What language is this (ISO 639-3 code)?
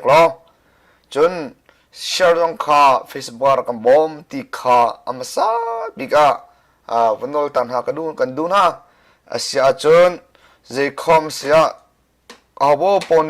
cnh